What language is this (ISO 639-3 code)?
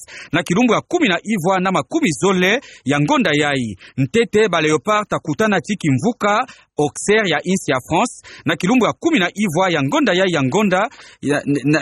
ktu